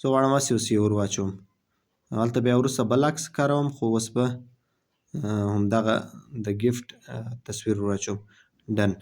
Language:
Pashto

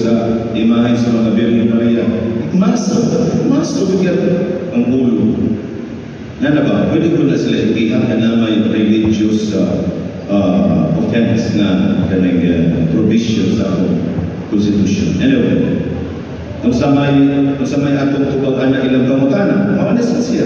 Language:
Cebuano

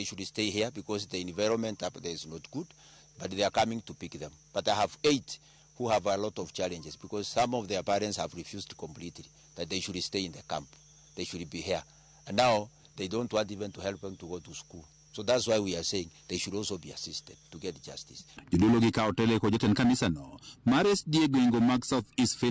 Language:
Luo (Kenya and Tanzania)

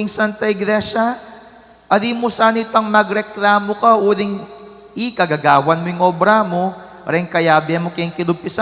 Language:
Pampanga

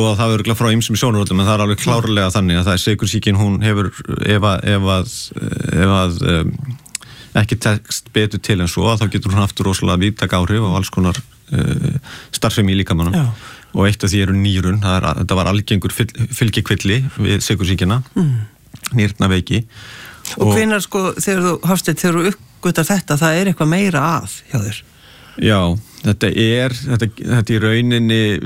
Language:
Icelandic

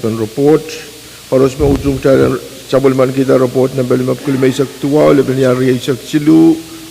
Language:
Pohnpeian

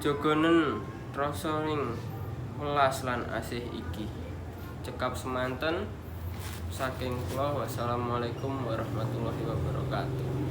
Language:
Javanese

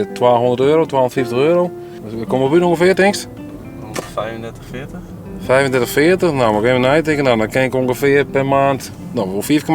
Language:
Western Frisian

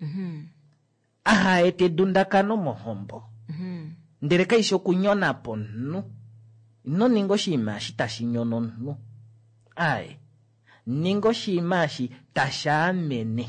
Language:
Kuanyama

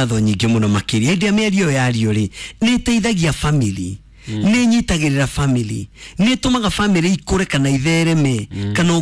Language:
Kikuyu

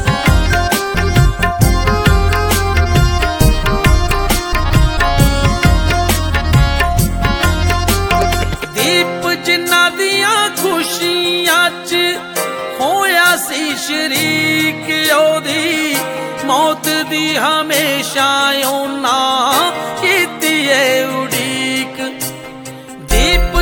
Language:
Punjabi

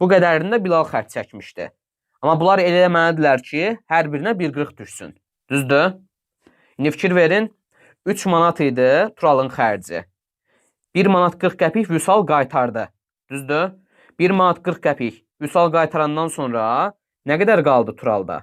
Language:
Azerbaijani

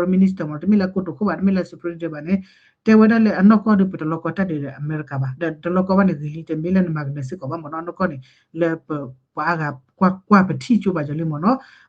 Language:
S'gaw Karen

